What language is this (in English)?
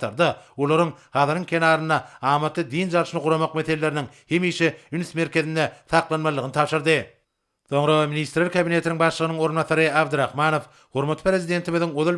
Turkmen